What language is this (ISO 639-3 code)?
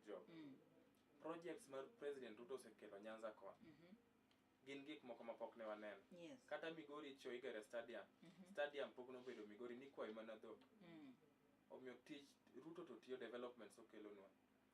luo